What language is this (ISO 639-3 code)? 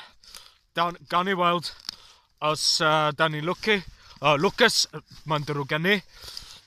cym